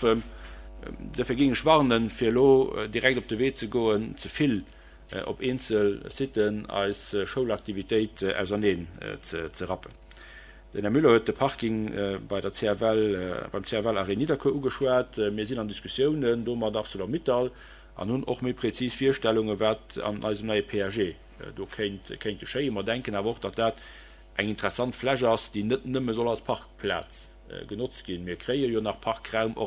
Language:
Luxembourgish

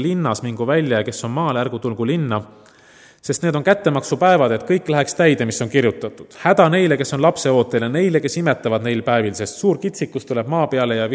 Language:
Estonian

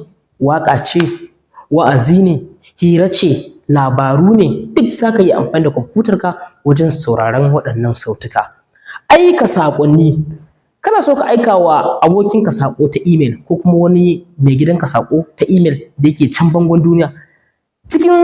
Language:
Hausa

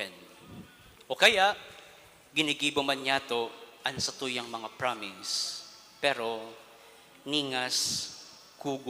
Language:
Bikol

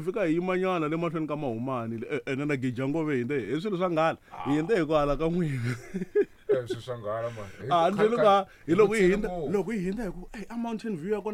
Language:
Tsonga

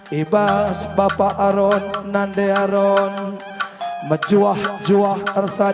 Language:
Batak Karo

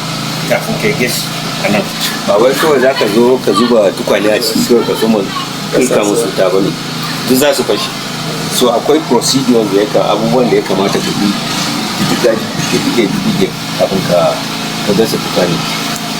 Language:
Hausa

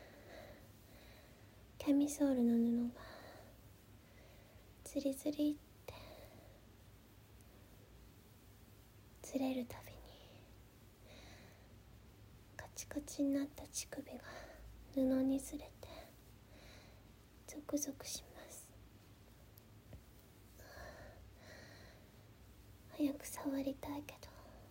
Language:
Japanese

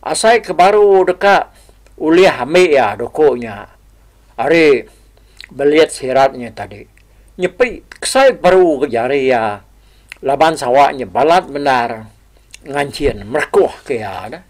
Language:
Iban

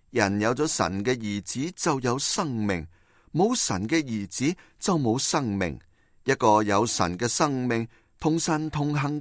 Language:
Cantonese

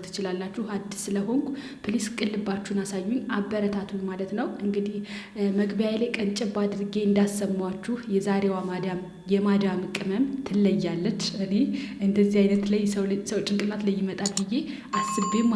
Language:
Amharic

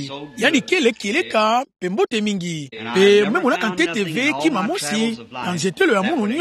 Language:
Kituba (Democratic Republic of Congo)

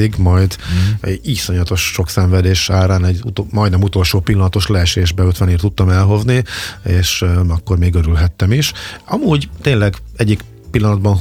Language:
Hungarian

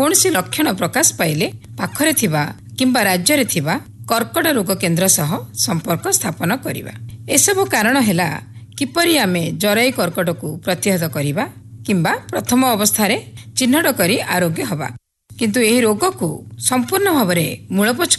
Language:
Odia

